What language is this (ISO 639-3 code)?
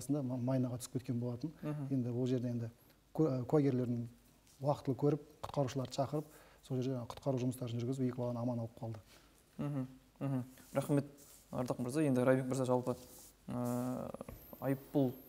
kaz